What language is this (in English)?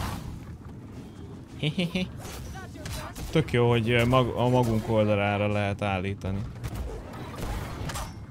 Hungarian